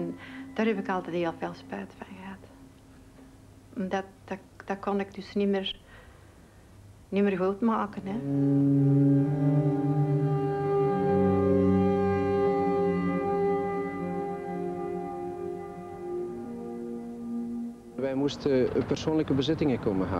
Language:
Dutch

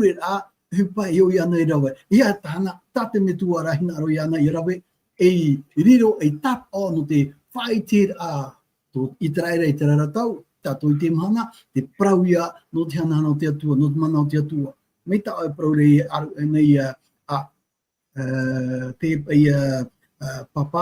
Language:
Tahitian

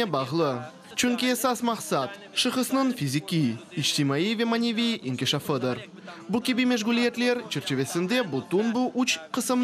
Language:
Crimean Tatar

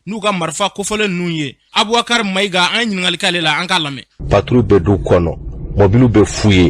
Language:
Bambara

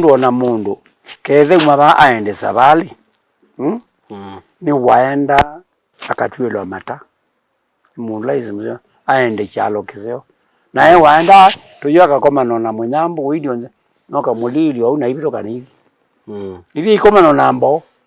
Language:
Kamba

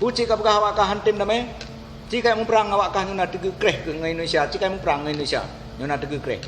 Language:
Achinese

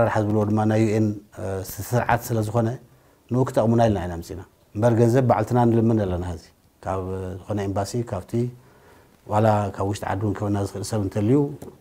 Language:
Tigrinya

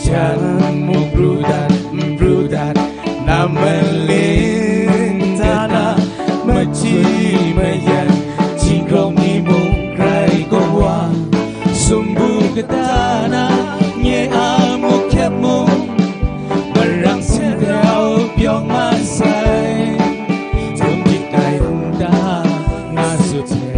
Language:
Kachin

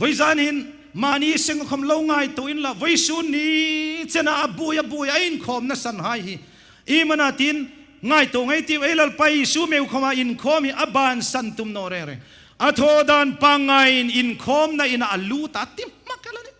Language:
Hmar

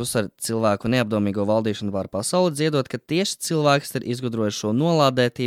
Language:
Latvian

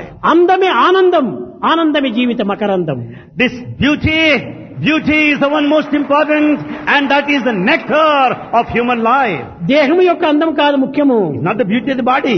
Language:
Telugu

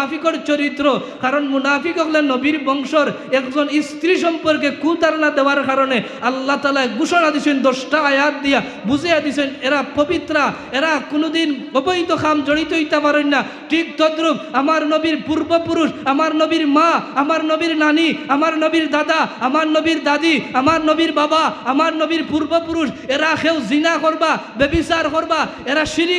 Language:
Sylheti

